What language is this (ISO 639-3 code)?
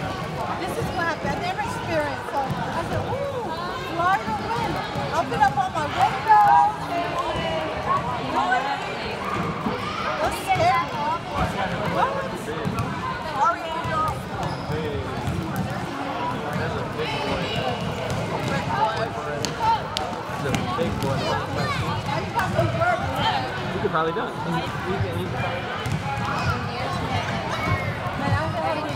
eng